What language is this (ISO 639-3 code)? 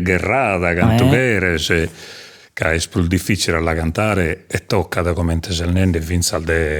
srd